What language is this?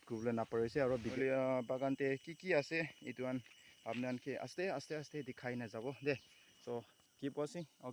Naga Pidgin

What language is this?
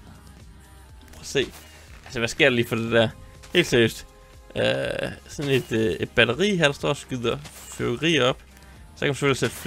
Danish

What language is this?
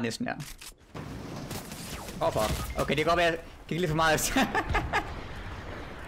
Danish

